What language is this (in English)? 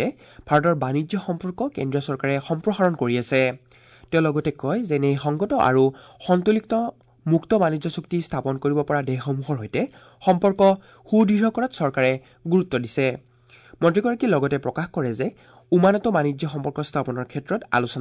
Assamese